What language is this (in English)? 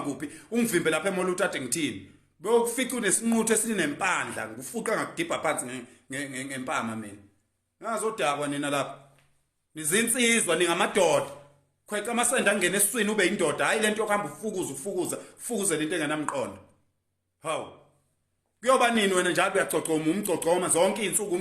Zulu